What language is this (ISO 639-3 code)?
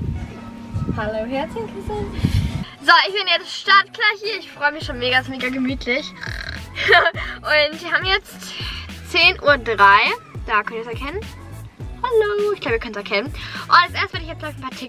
deu